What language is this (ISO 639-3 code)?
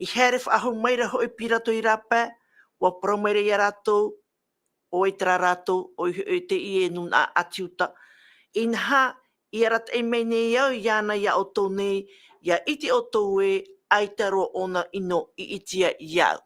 tah